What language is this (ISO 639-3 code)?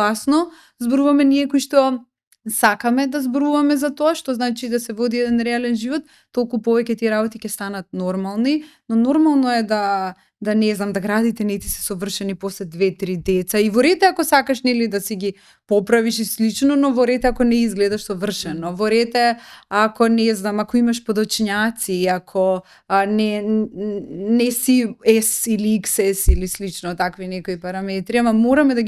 mkd